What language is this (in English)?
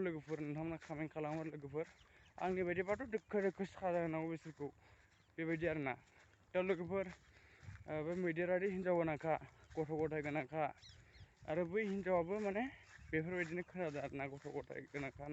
Bodo